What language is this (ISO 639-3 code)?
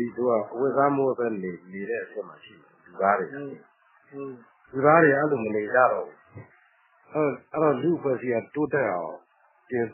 mya